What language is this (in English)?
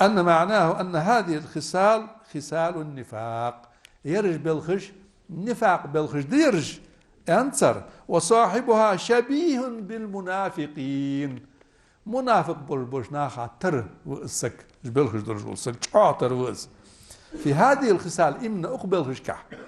Ingush